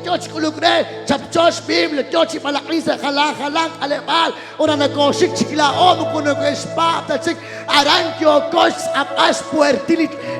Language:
Kekchí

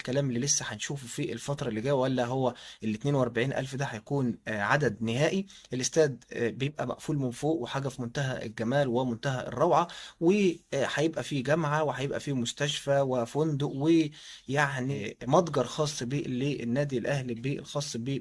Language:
Egyptian Arabic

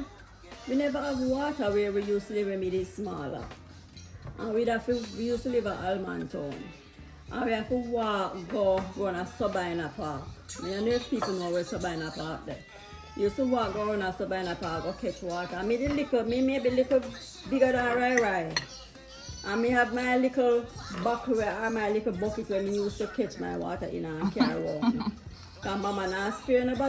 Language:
Jamaican Creole English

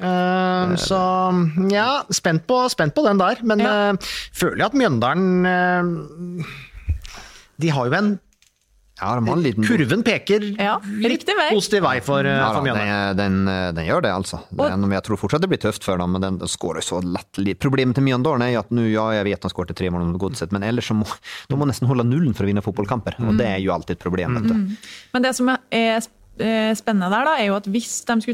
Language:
Norwegian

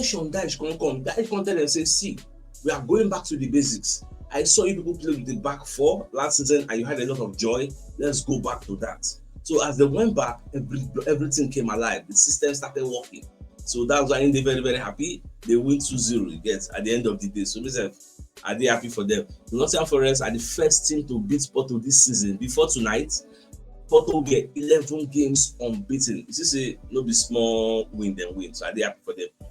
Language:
Nigerian Pidgin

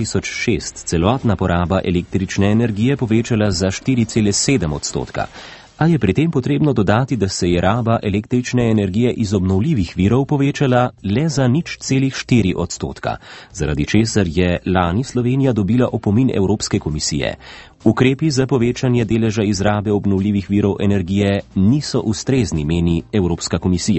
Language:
Slovenian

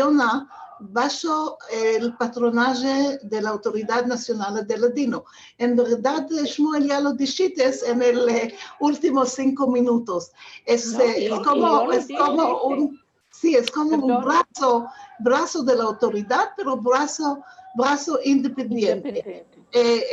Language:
Ladino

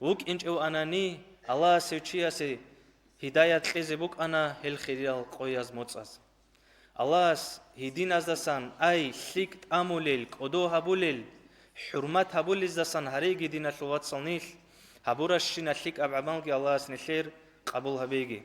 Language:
Avaric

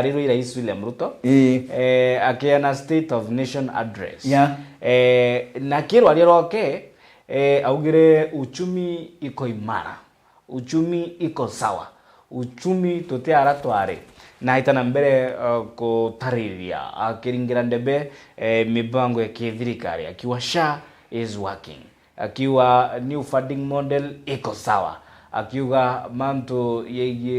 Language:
Meru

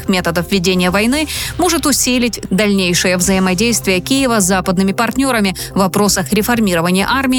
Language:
Russian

